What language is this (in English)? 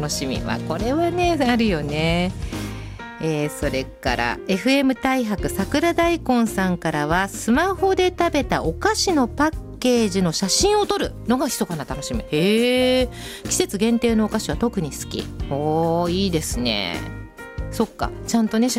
Japanese